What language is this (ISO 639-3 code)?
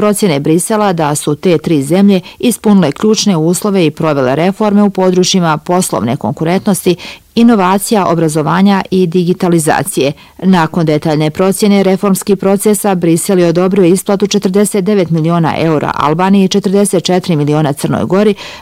bos